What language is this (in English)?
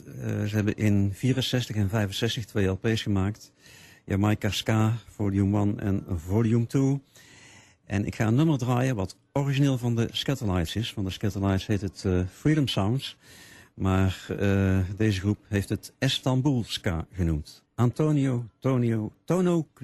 Dutch